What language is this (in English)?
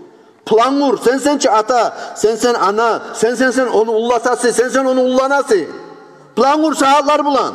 Kumyk